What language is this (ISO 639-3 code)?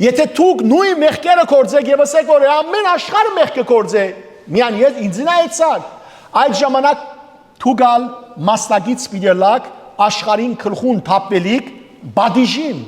hyw